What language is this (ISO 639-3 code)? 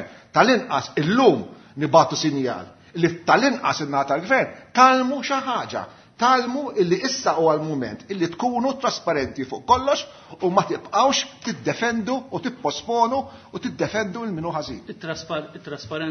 mlt